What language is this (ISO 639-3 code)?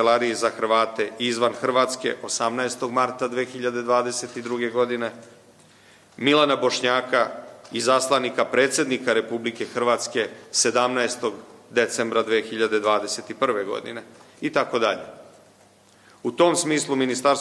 srp